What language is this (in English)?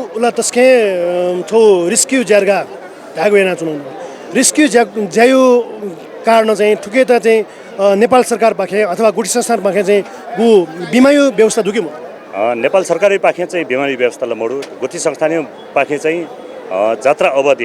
Newari